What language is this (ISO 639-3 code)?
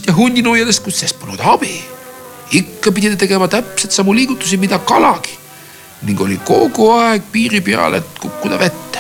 est